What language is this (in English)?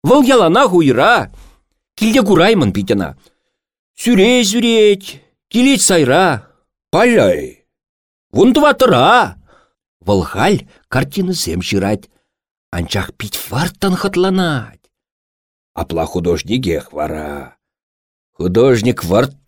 Chuvash